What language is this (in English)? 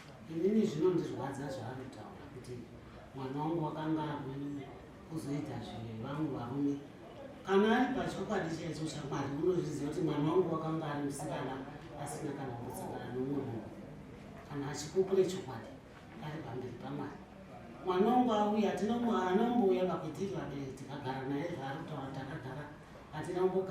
Shona